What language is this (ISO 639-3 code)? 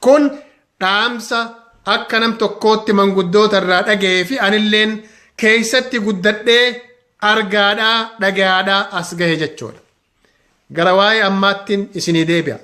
orm